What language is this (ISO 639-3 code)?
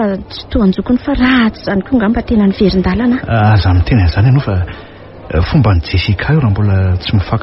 mlg